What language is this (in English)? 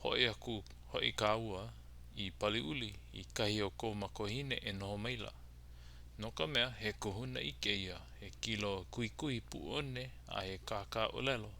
Hawaiian